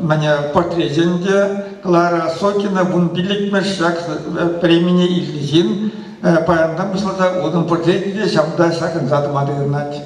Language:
Chuvash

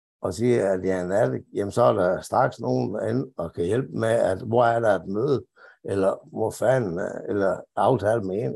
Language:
Danish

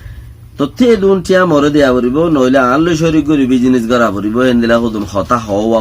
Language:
Rohingya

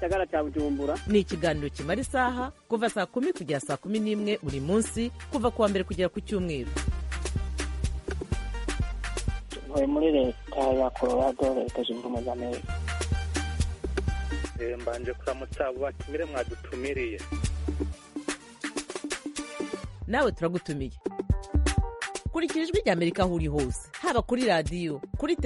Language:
Kinyarwanda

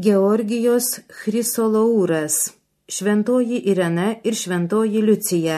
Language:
Lithuanian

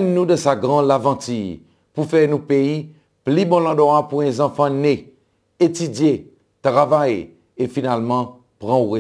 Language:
Seselwa Creole French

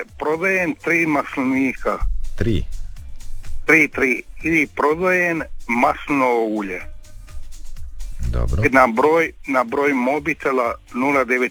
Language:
Croatian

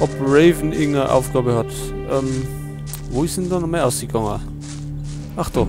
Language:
Bavarian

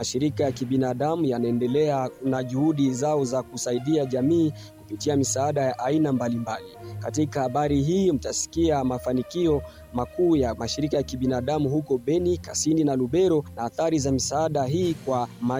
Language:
Swahili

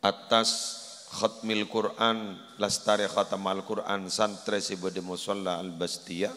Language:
Madurese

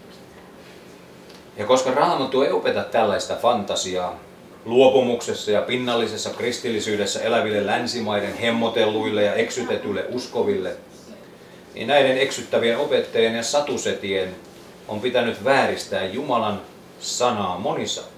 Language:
Finnish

